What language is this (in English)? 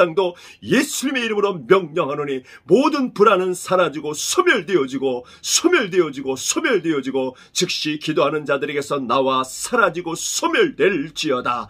Korean